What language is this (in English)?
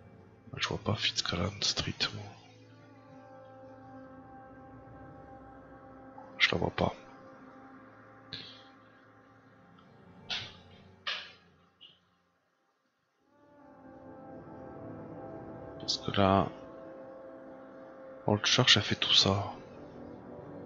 French